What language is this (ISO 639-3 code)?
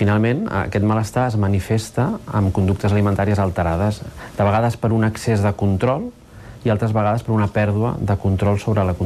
cat